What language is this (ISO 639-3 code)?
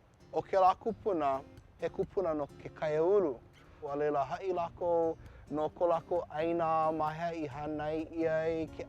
haw